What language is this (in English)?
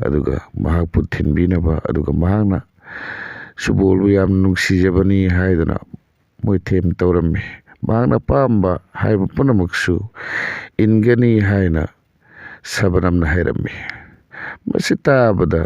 Manipuri